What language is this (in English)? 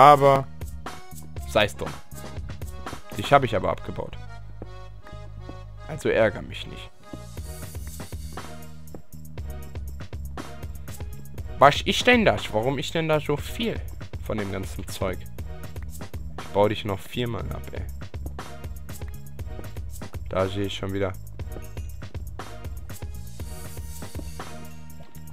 German